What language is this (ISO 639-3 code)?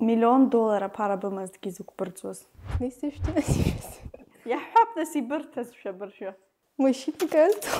abk